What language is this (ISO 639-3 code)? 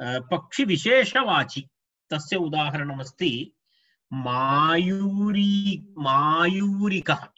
san